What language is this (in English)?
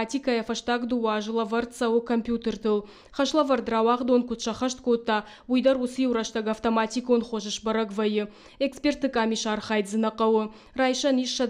Ossetic